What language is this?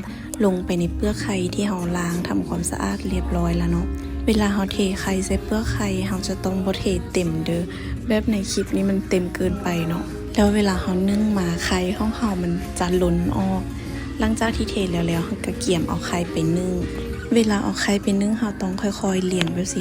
Lao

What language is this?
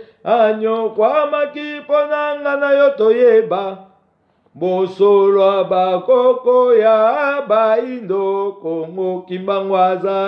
Lingala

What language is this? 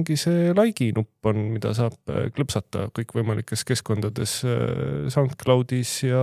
Estonian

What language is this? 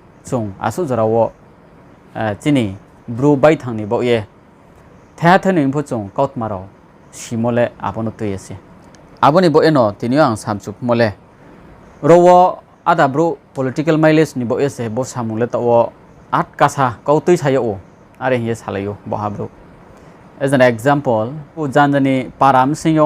Riang (India)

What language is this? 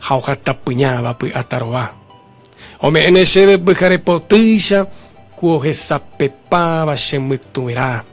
Guarani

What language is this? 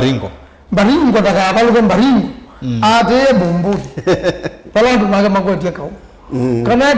Kamba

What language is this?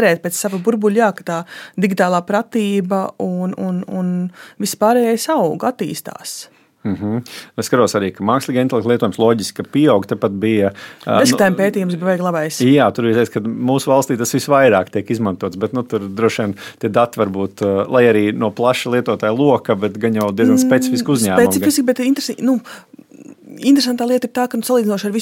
Latvian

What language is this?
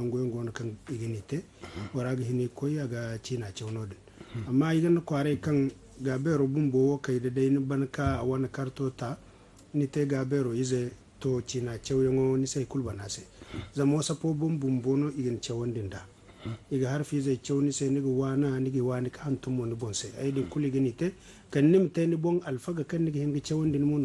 Zarma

